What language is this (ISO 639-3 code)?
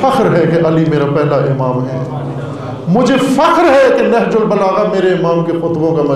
urd